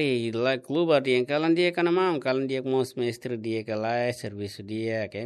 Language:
Tetum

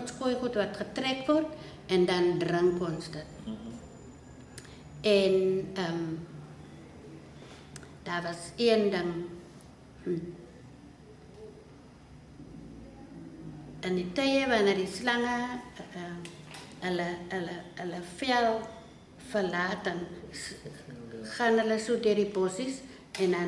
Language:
Afrikaans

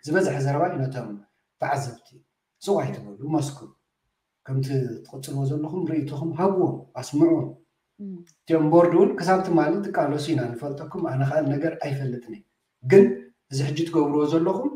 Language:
Tigrinya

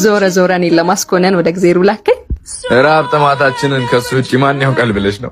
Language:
Amharic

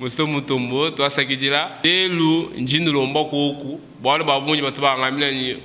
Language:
Luba-Lulua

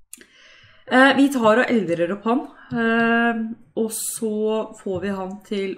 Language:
Norwegian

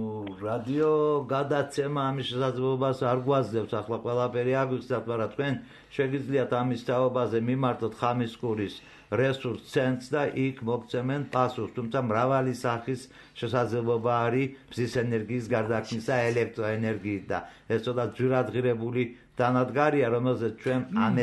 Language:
Georgian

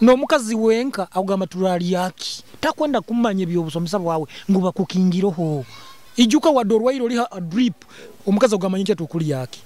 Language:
Nyoro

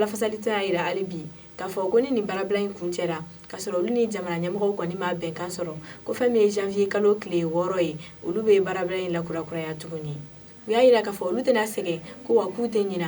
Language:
Bambara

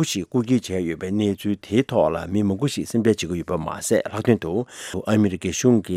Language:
Tibetan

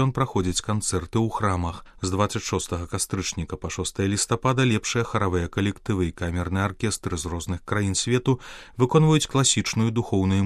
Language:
Belarusian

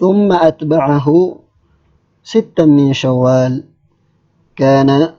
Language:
Maranao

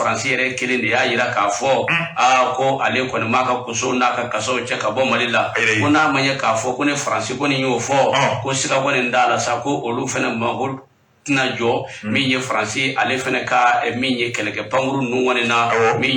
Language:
Bambara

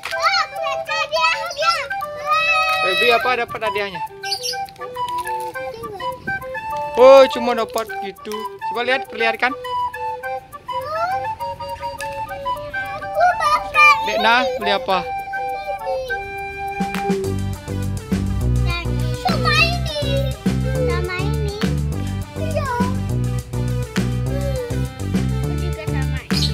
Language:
Indonesian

